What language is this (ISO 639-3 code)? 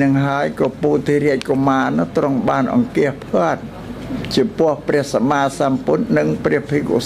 khm